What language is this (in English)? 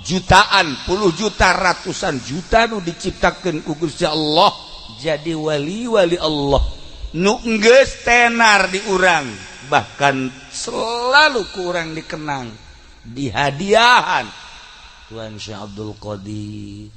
Sundanese